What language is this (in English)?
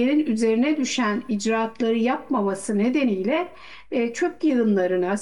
Turkish